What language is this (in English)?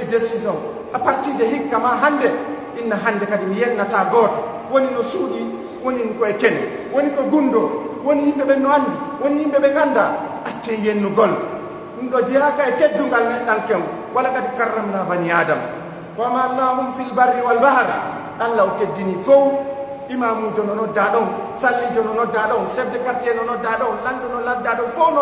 Pular